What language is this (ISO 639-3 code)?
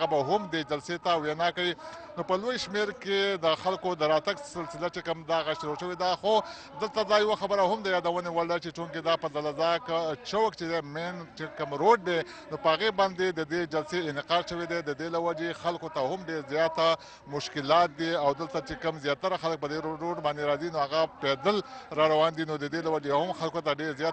pus